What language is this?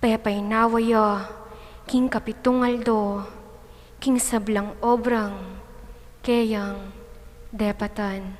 Pampanga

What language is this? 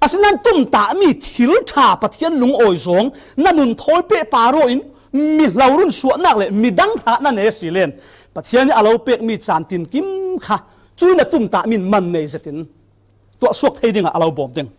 Falam Chin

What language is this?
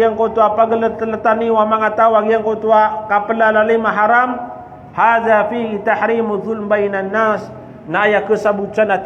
Maranao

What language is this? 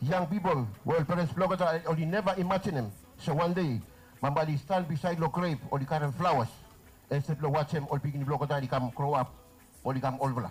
Bislama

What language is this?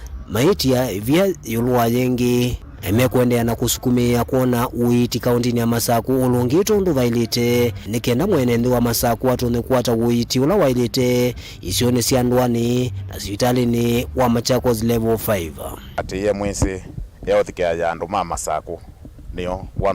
Kamba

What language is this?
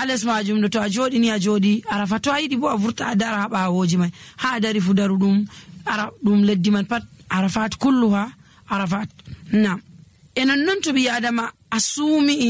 Nigerian Fulfulde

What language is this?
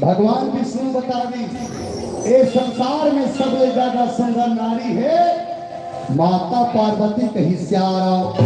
Chhattisgarhi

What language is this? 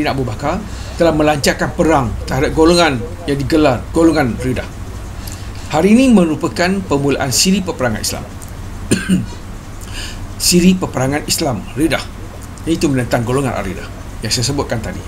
Malay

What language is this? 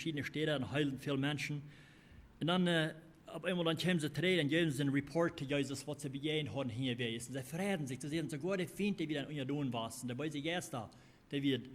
Plautdietsch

